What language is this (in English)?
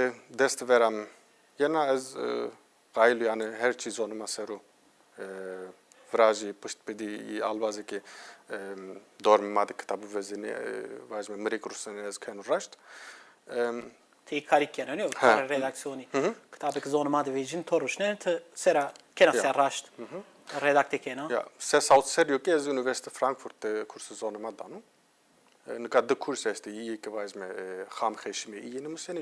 Zaza